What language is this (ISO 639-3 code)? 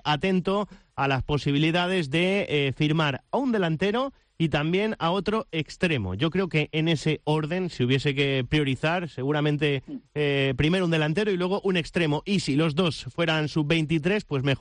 spa